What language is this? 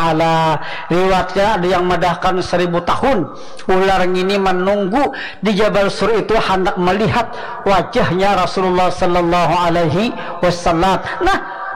Banjar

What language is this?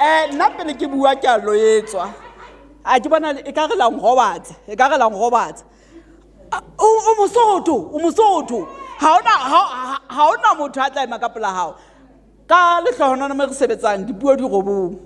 Southern Sotho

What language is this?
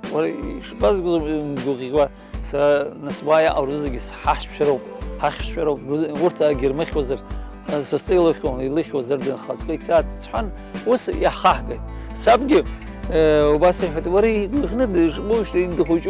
Abkhazian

